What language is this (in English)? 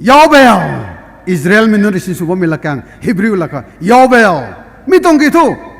Rongmei Naga